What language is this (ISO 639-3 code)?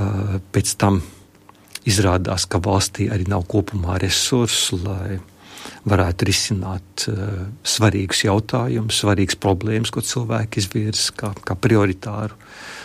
lav